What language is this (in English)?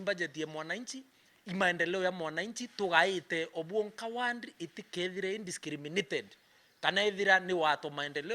Meru